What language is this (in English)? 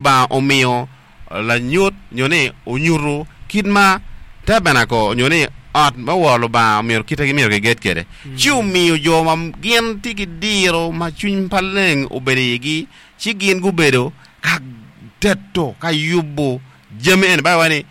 Acoli